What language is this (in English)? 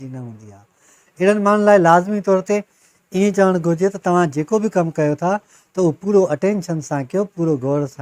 Sindhi